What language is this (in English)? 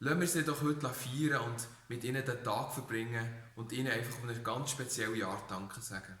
Swiss German